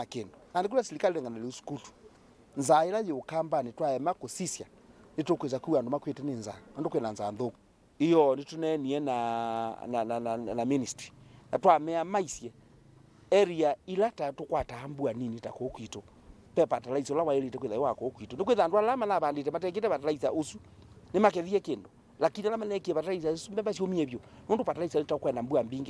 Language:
Kamba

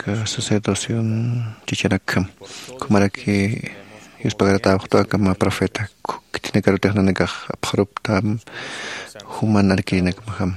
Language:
Aymara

